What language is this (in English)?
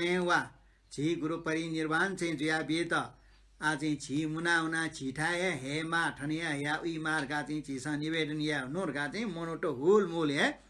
Newari